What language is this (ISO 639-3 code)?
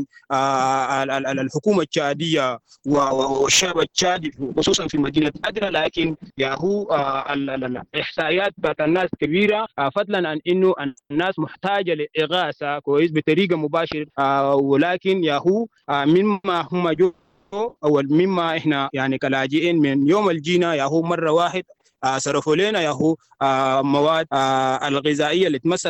apd